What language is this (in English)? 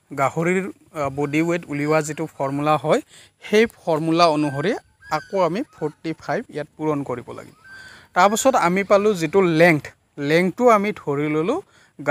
Assamese